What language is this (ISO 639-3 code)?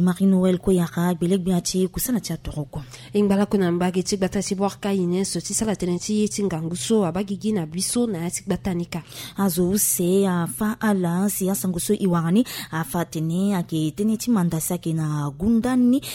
sag